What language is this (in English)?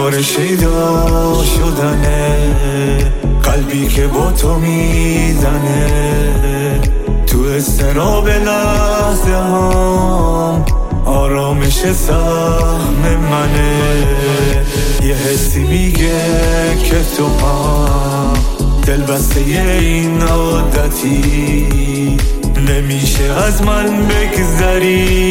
Persian